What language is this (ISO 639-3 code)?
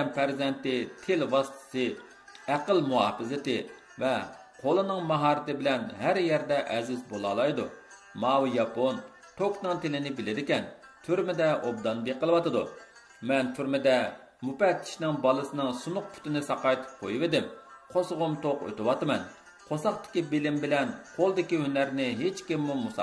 uig